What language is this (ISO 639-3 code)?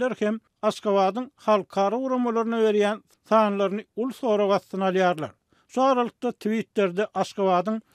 tuk